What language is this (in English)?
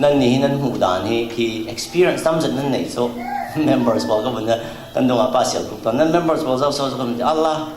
Falam Chin